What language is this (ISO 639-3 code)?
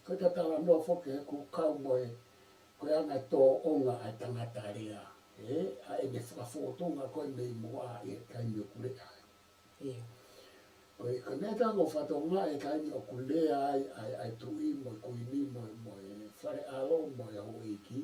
ton